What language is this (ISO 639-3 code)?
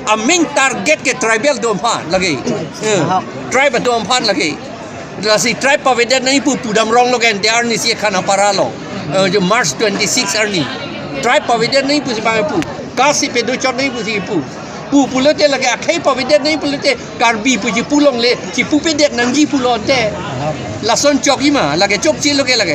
mjw